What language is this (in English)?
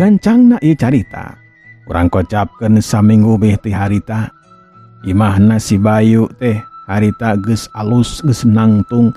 Sundanese